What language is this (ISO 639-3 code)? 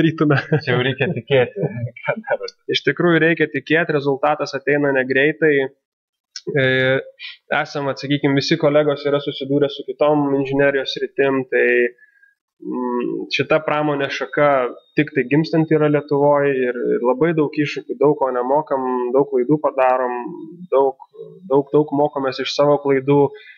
lit